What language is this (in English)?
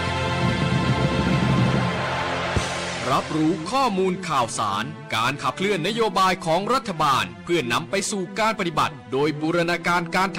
Thai